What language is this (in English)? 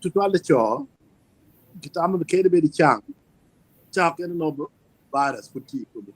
Acoli